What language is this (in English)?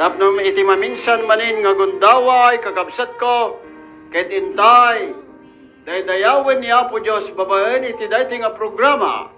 Iloko